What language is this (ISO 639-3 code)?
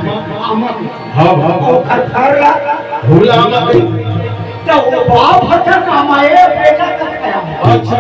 hne